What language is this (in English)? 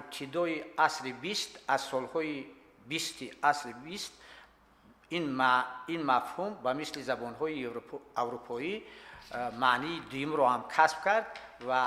Tajik